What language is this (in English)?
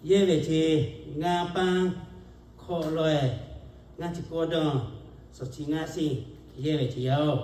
Lahu